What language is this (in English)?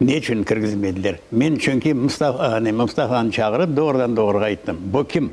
Crimean Tatar